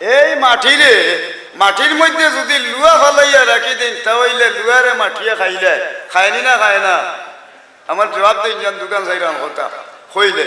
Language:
Sylheti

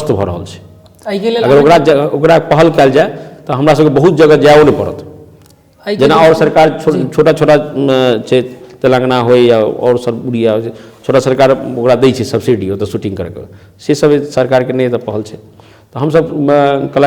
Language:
Maithili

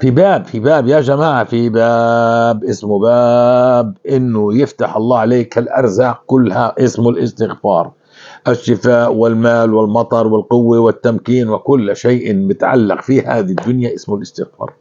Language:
North Levantine Arabic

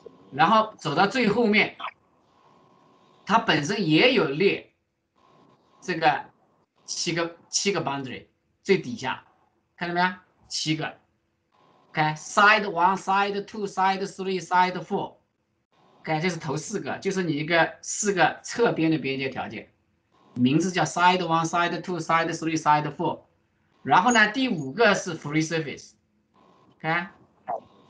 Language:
Chinese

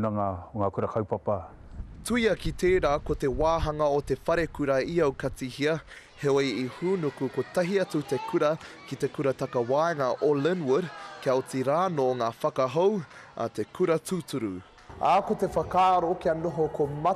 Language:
Māori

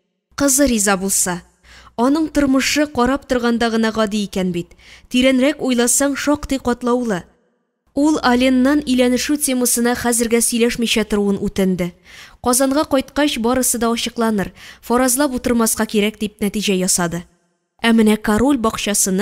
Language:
Tatar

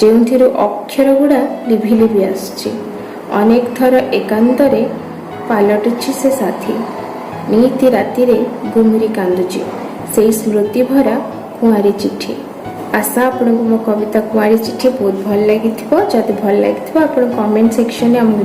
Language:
Odia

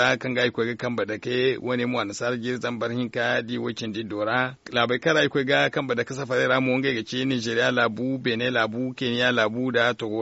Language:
Zarma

